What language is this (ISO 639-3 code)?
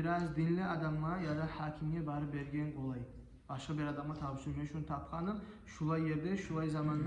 kum